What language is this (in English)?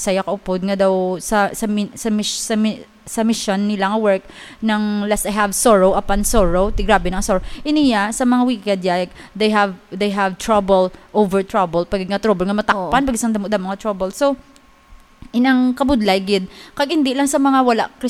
Hiligaynon